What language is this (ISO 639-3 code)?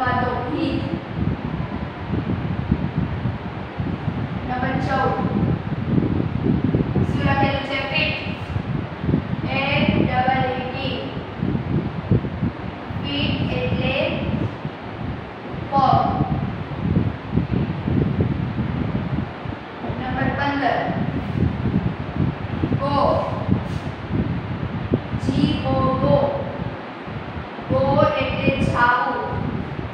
guj